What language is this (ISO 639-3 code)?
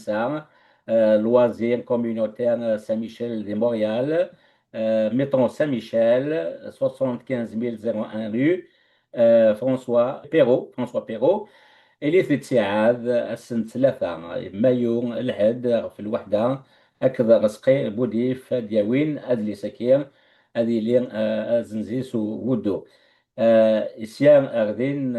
kab